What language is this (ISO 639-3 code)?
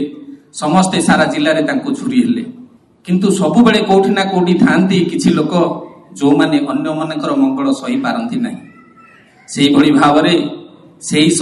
ori